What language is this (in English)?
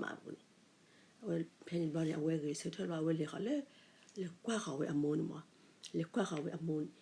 S'gaw Karen